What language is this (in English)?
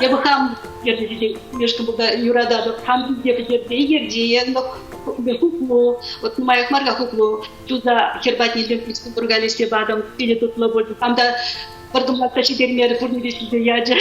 Chuvash